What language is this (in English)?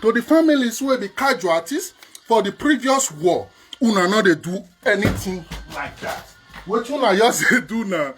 Nigerian Pidgin